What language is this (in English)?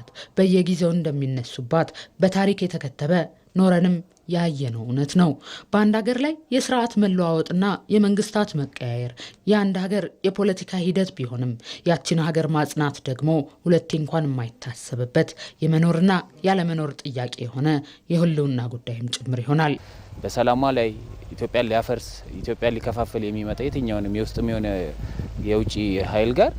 Amharic